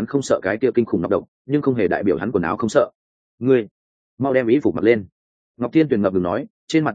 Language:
Vietnamese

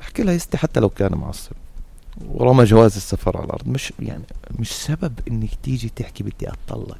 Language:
North Levantine Arabic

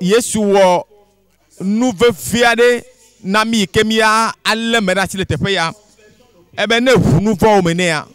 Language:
Ewe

